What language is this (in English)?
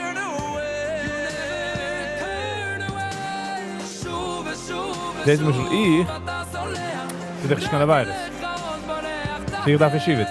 Yiddish